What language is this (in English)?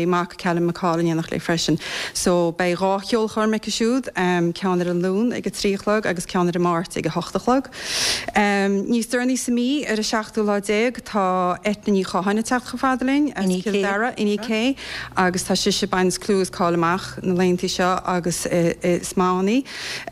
Irish